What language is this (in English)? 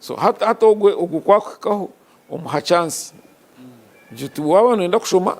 Nyankole